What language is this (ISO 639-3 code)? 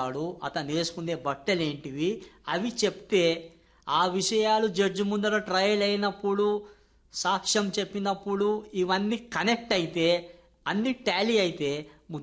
tel